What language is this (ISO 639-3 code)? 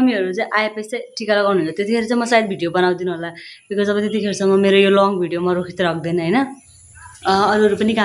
nep